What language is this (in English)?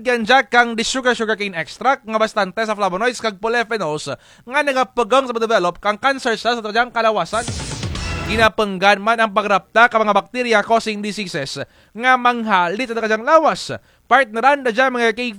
Kinaray-a